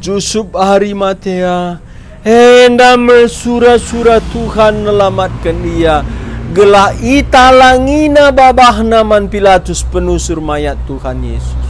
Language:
Batak Karo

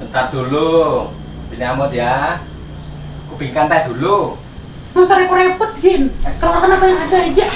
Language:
Banjar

